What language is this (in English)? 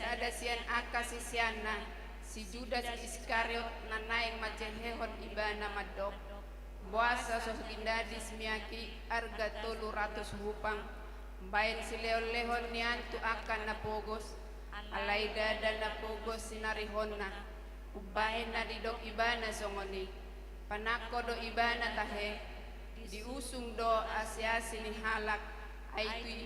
Batak Toba